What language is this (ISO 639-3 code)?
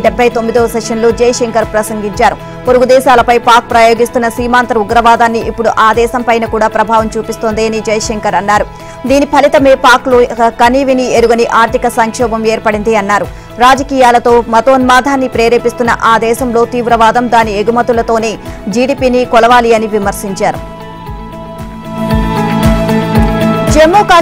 tel